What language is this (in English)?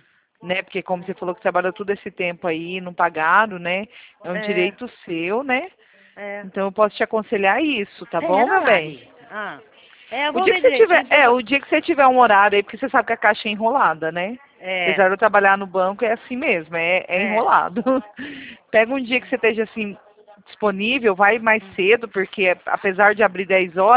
Portuguese